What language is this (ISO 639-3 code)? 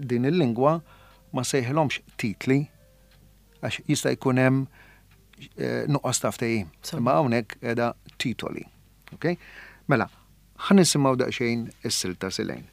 mlt